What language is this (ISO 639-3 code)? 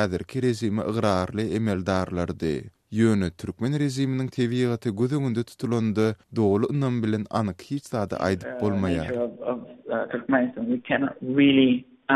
tuk